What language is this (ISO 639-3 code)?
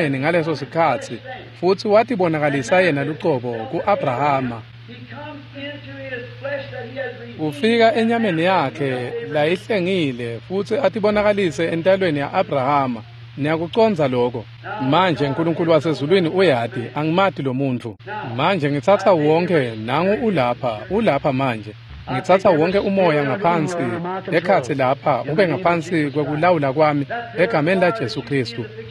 ssw